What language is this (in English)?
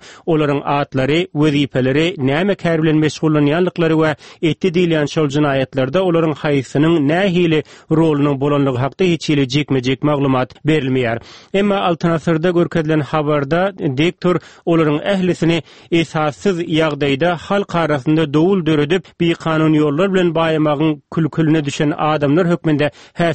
Turkmen